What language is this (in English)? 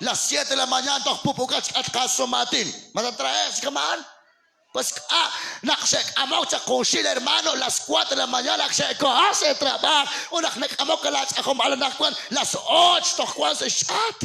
Kekchí